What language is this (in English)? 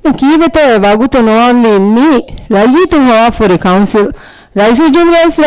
Divehi